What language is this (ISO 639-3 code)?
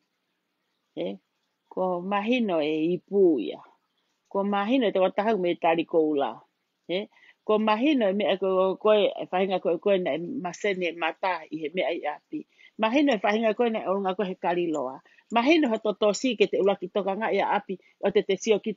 ton